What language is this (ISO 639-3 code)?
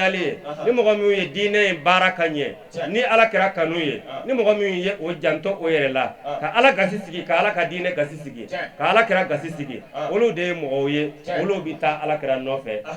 bam